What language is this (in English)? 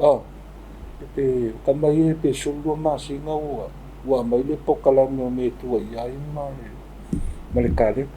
Samoan